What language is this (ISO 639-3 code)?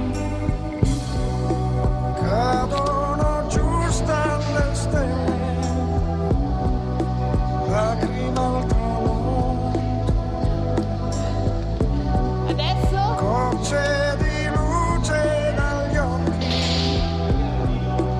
ita